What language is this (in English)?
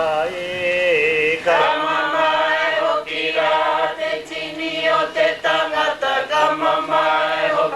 Māori